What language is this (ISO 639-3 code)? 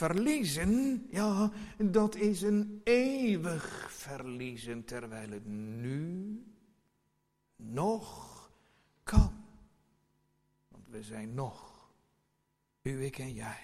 nld